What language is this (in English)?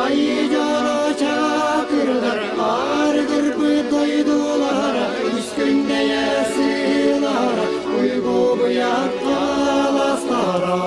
Yakut